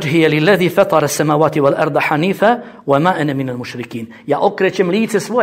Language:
Bosnian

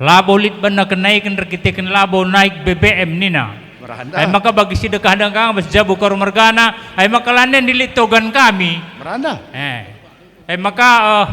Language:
Batak Karo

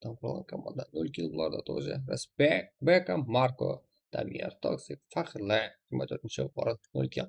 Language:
Kara-Kalpak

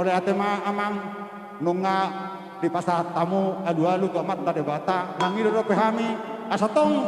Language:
Batak Toba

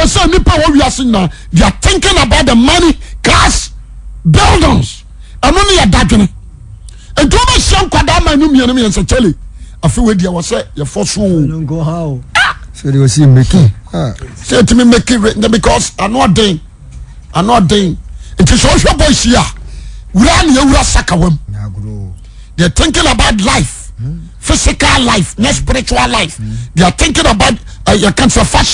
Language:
Akan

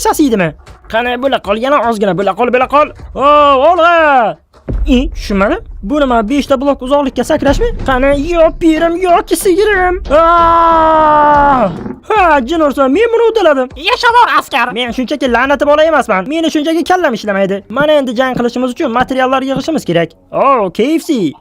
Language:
Uzbek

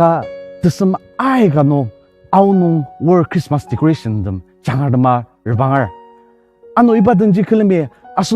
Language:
Ao Naga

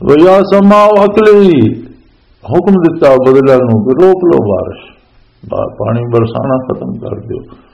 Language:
Western Panjabi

